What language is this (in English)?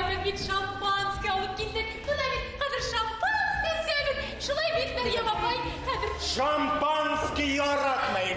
Bashkir